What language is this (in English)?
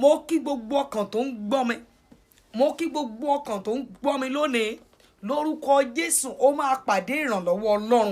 Yoruba